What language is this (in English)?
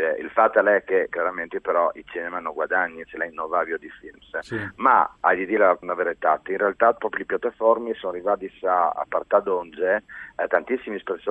Friulian